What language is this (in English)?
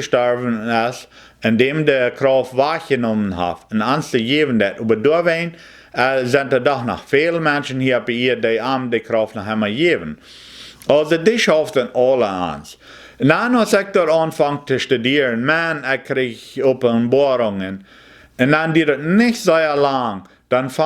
Plautdietsch